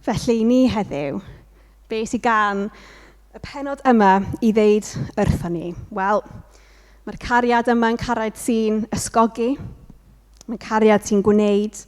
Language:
Welsh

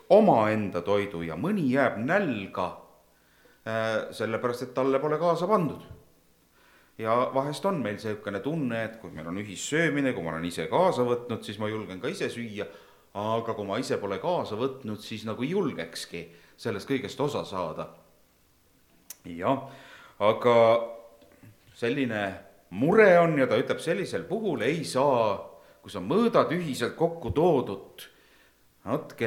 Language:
Estonian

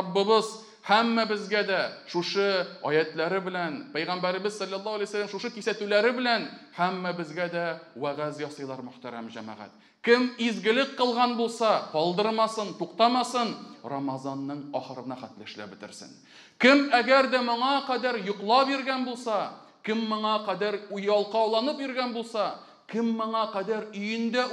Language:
Tatar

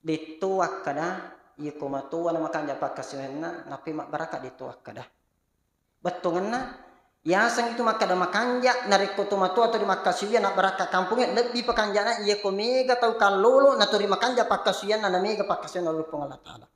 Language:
Buginese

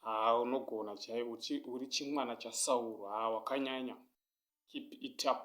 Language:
Shona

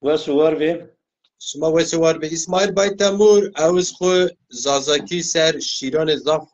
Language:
Zaza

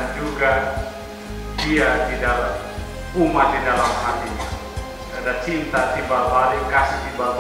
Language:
Tetum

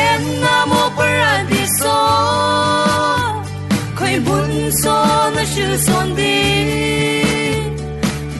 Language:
Falam Chin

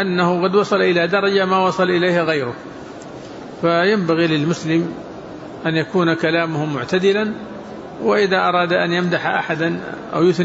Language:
Arabic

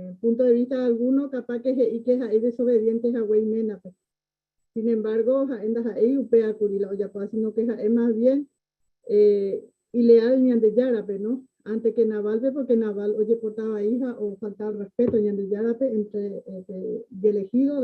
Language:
Guarani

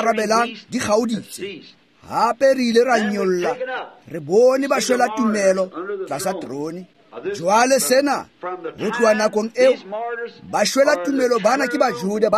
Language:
Tswana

